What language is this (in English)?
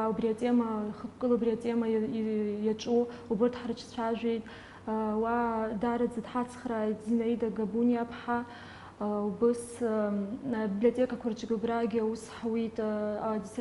Abkhazian